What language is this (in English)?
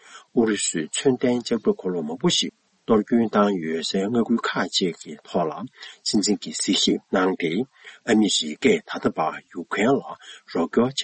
Tibetan